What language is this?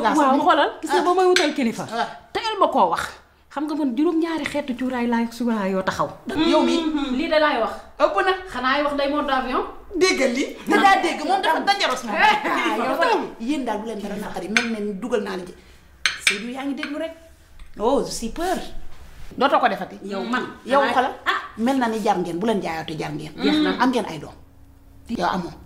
Wolof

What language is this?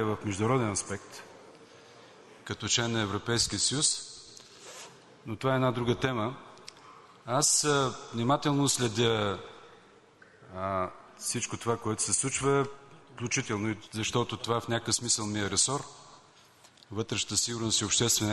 Bulgarian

